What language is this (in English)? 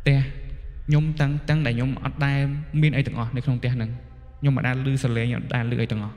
Khmer